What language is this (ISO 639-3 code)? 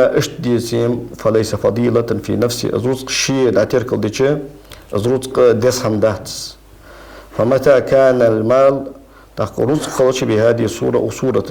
inh